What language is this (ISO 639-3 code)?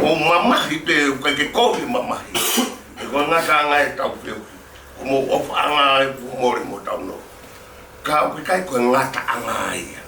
ton